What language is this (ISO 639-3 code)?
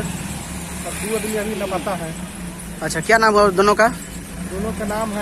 mai